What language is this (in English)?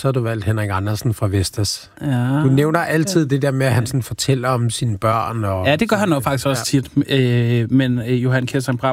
Danish